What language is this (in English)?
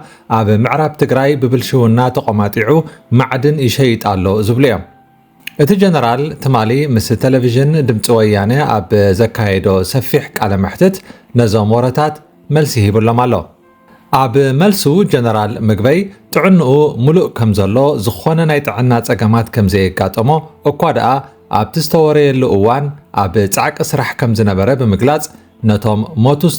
Tigrinya